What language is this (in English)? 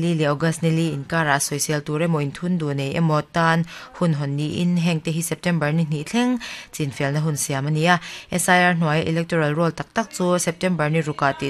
Mizo